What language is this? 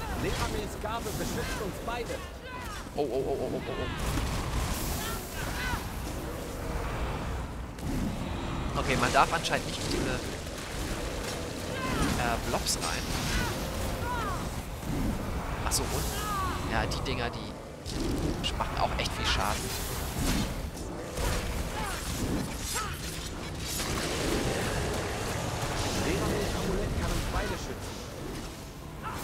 German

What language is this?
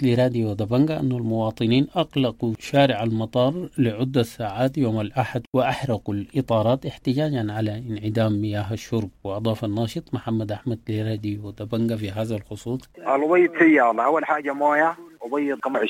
Sudanese Arabic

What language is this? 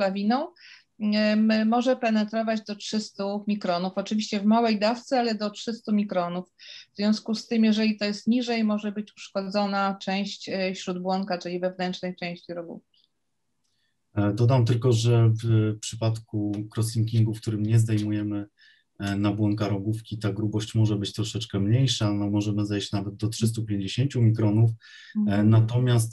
Polish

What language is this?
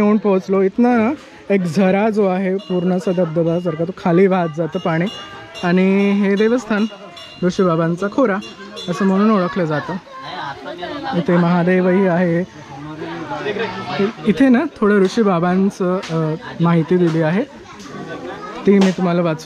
Marathi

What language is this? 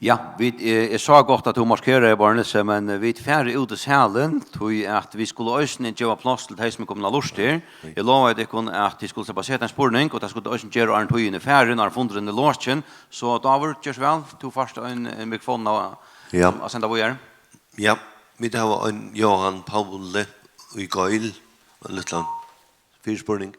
Faroese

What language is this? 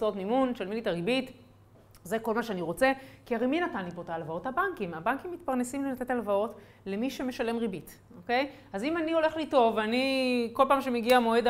Hebrew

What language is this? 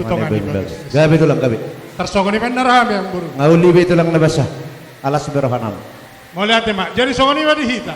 Batak Toba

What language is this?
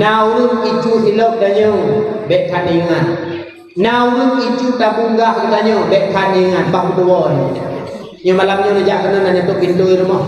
Achinese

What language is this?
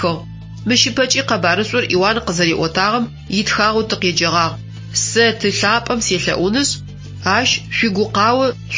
Adyghe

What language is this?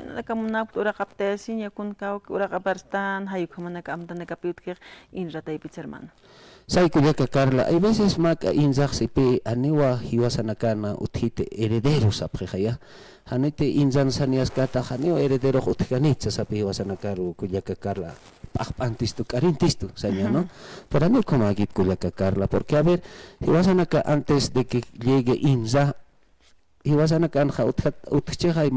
Aymara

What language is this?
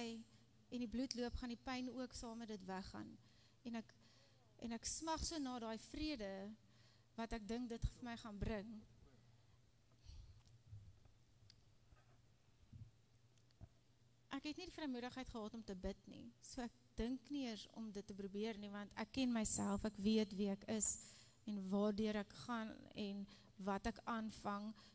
Afrikaans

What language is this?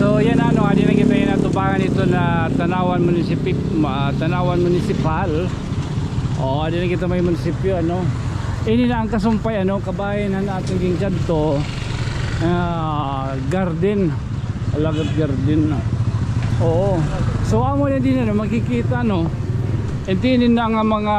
Waray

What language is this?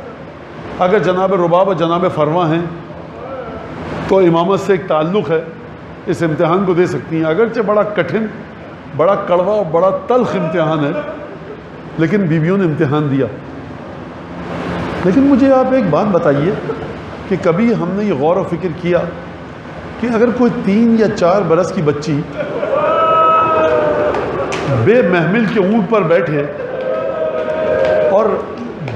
Urdu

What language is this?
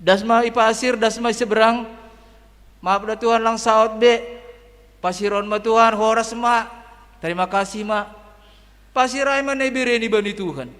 Batak Simalungun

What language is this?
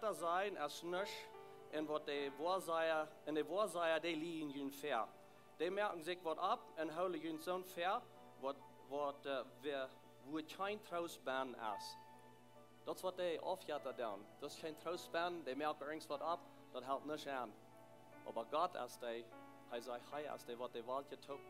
Plautdietsch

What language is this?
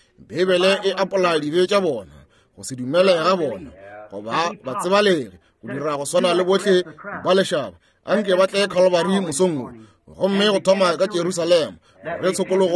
Northern Sotho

